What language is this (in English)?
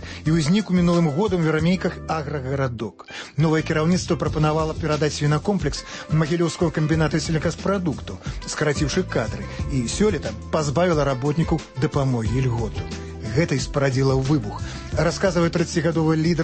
Belarusian